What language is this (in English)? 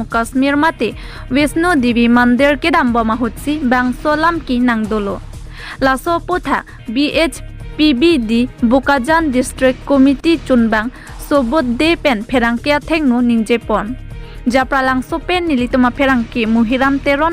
Karbi